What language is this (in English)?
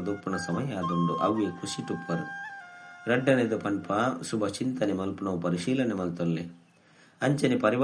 Tulu